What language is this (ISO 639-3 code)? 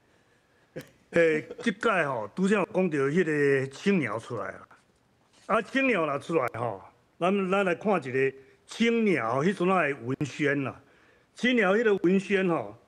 nan